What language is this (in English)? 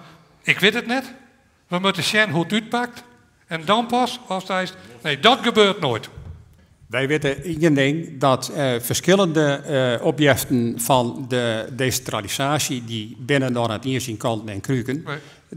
Western Frisian